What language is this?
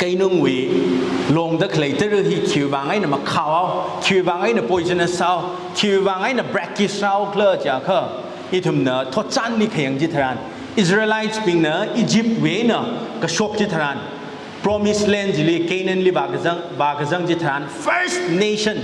Tangkhul Naga (India)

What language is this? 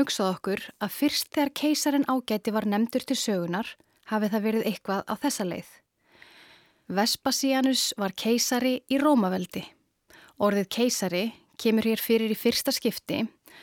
Icelandic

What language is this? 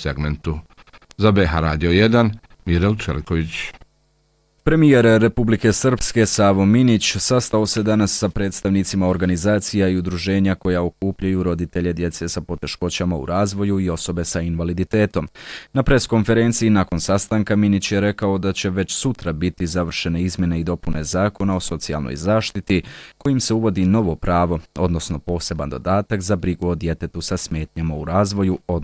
Bosnian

